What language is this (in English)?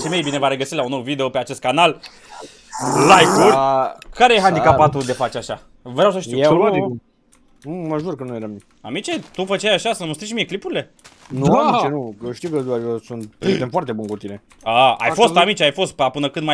Romanian